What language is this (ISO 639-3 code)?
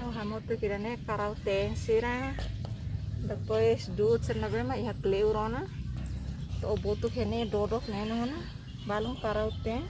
tet